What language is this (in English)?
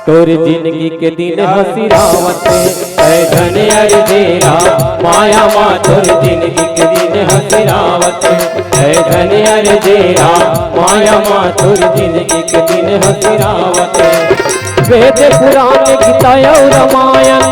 Chhattisgarhi